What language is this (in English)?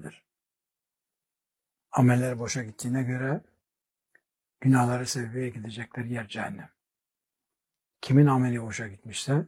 Turkish